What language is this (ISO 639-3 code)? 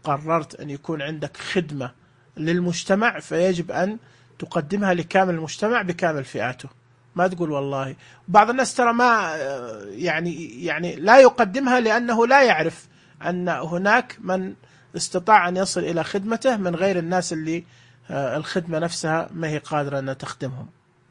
ars